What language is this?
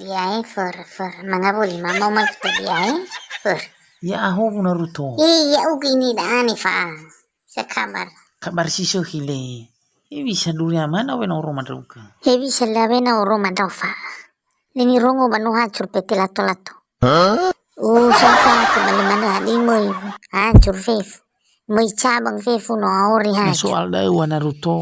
Nias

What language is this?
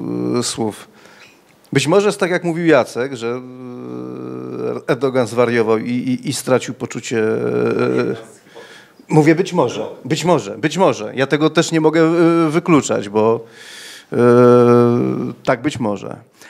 Polish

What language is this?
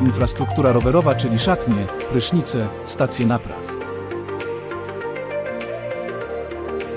Polish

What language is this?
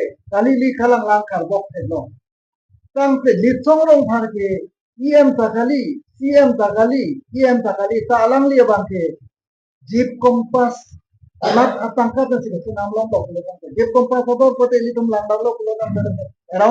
Karbi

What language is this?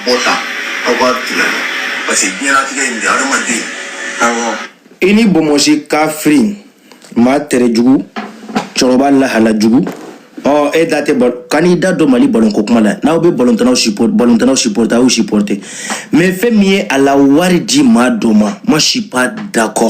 Bambara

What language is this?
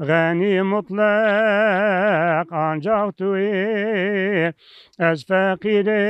Zaza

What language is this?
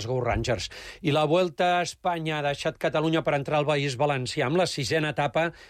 Catalan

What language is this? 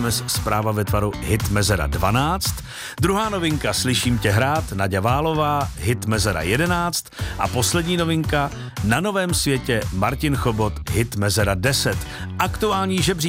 Czech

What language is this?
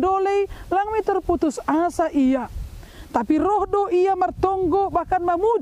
Batak Simalungun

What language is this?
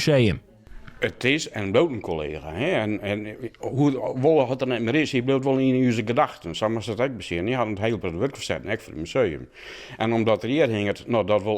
Western Frisian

